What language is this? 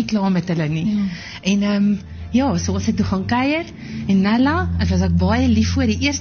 Afrikaans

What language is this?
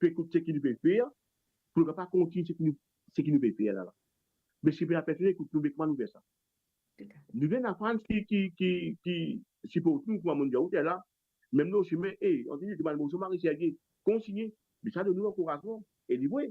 Morisyen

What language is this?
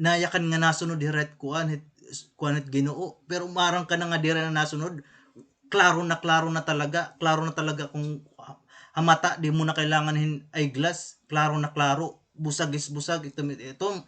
Waray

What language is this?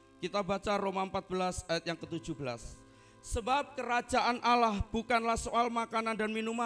Indonesian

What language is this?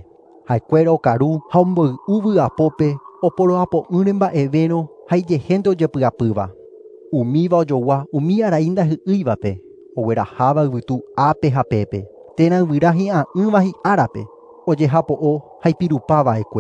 Guarani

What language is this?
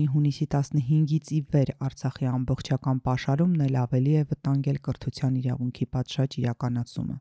Armenian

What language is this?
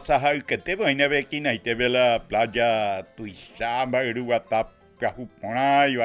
Guarani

